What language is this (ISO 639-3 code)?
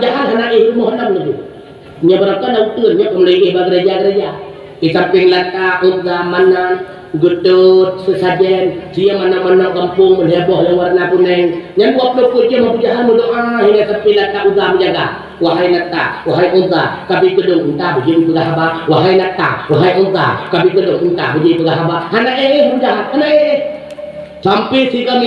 ace